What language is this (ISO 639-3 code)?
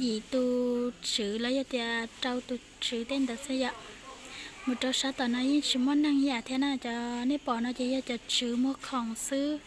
hmn